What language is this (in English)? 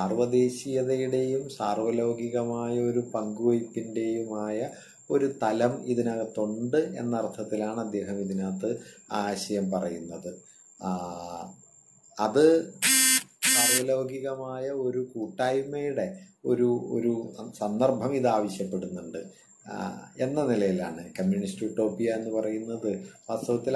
Malayalam